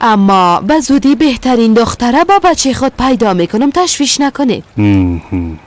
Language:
Persian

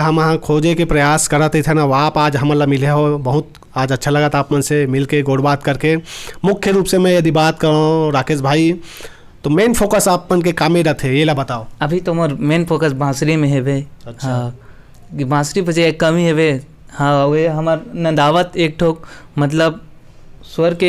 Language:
Chhattisgarhi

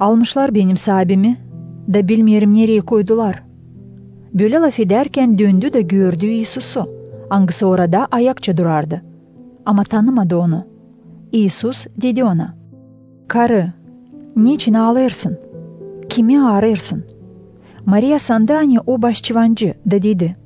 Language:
Gagauz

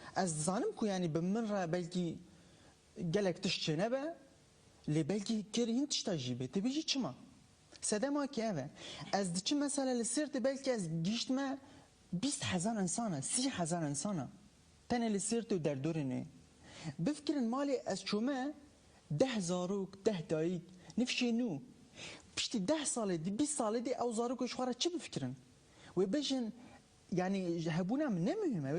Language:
Kurdish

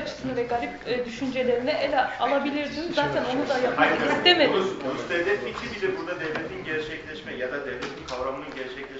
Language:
Turkish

